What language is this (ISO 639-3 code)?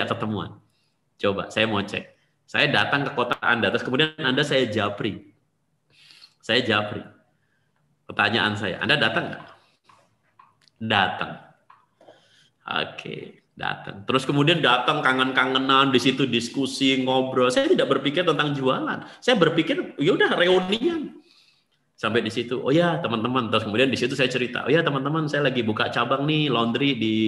ind